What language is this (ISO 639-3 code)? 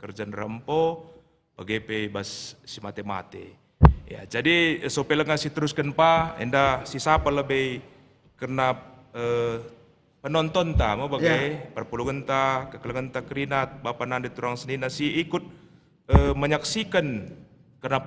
btx